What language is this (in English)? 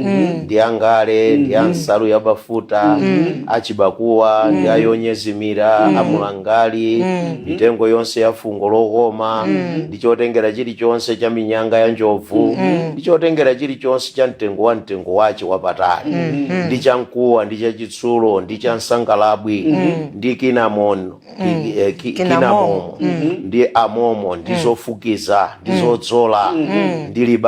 Nyanja